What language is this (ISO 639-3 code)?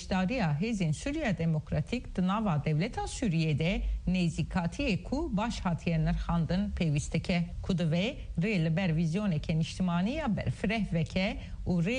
kur